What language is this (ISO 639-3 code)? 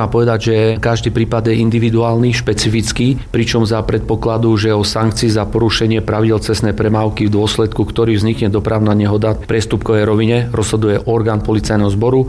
slk